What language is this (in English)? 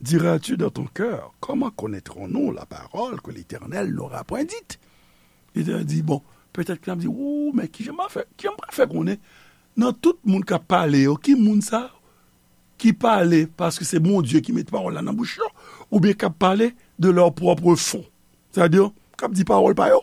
Haitian Creole